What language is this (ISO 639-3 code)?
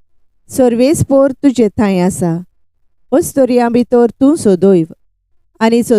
kok